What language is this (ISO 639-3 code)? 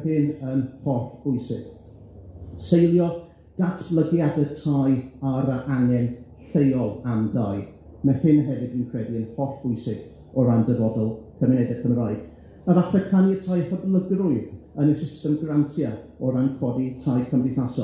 cym